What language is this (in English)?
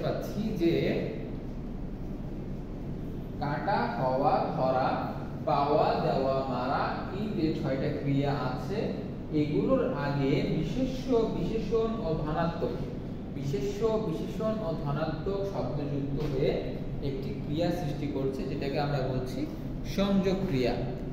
Bangla